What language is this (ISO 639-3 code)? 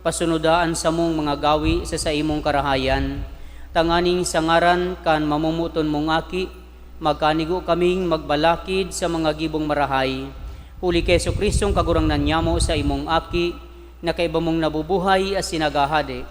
bik